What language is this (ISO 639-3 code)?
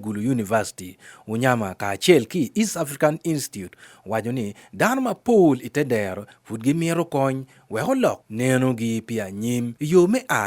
ach